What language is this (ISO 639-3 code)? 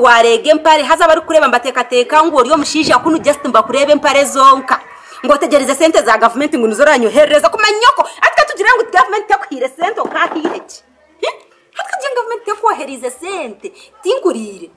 nyn